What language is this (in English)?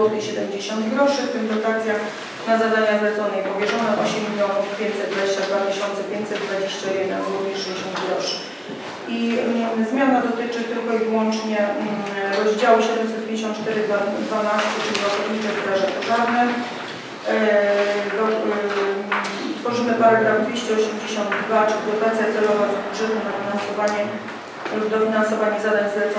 Polish